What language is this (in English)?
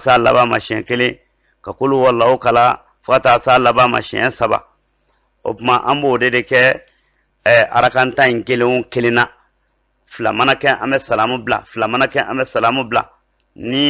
Bambara